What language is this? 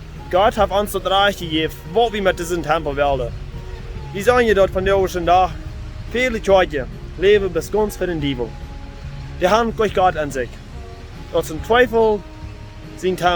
Plautdietsch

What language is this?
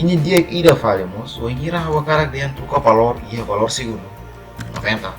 Tetum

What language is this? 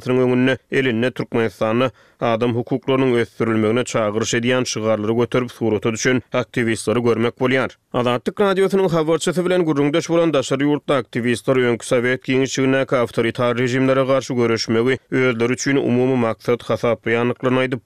Turkmen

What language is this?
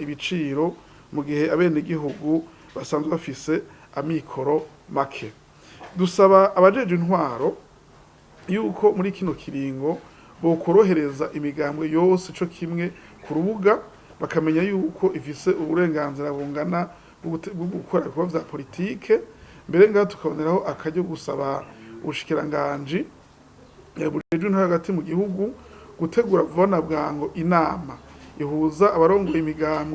Rundi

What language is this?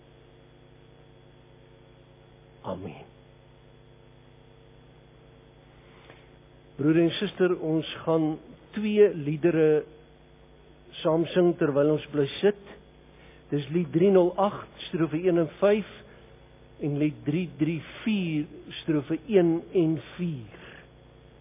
Afrikaans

